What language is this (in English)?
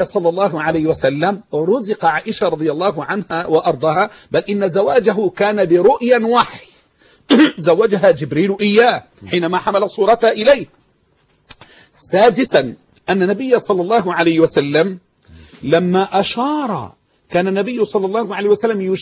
Arabic